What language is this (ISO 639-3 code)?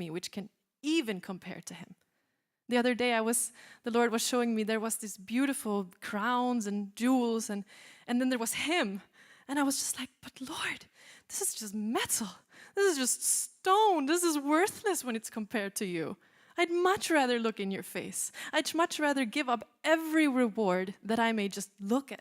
eng